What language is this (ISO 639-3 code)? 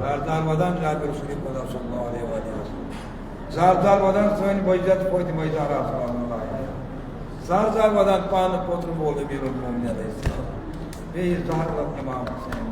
kas